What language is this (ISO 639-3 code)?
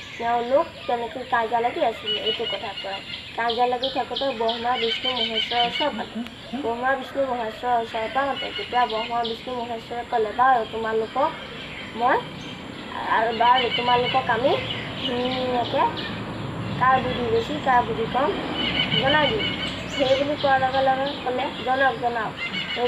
asm